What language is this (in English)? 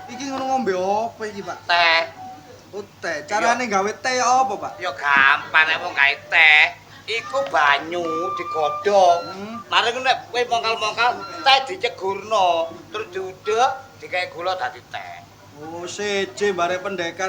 Javanese